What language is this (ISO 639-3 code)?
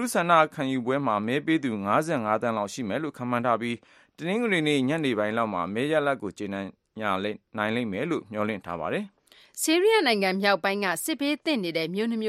mya